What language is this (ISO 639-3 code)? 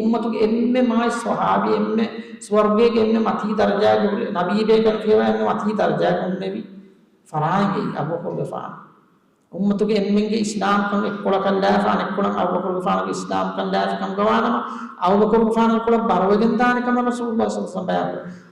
div